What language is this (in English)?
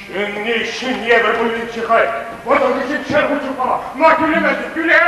Chuvash